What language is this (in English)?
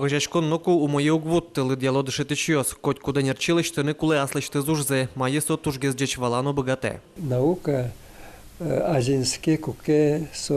Udmurt